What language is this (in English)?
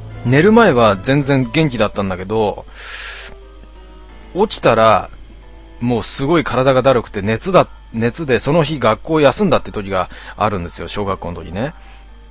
Japanese